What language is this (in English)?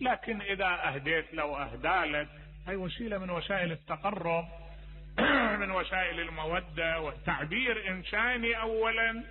Mesopotamian Arabic